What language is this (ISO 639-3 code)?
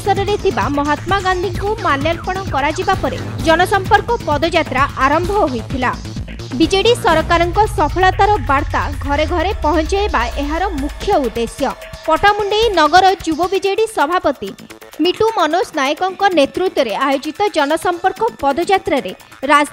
ori